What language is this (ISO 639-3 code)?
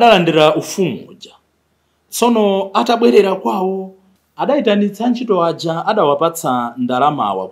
nya